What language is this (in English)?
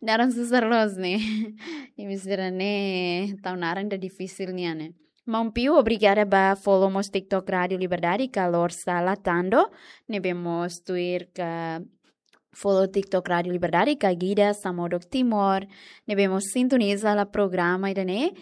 Tetum